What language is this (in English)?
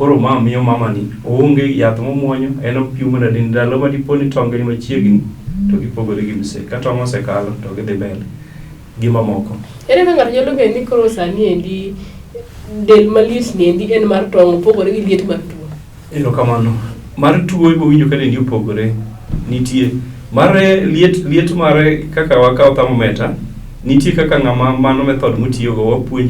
Luo (Kenya and Tanzania)